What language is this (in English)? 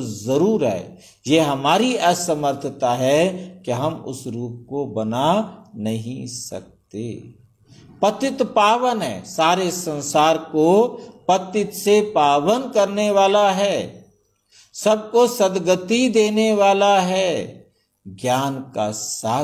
Hindi